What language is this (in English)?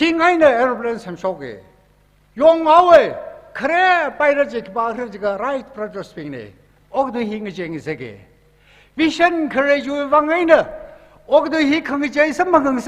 Tangkhul Naga (India)